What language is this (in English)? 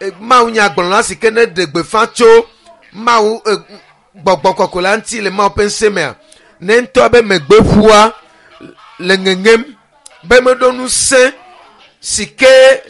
Ewe